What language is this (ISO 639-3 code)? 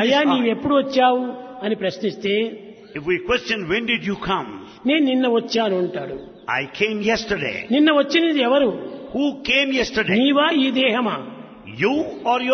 tel